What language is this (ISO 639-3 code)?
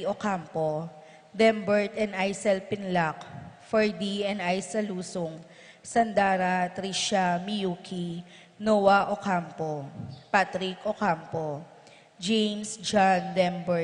pam